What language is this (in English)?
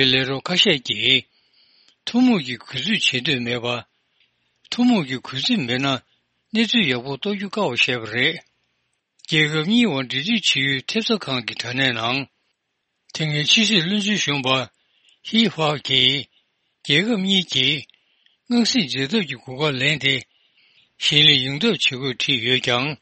Tibetan